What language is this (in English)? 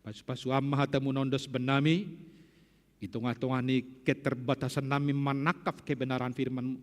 Batak Simalungun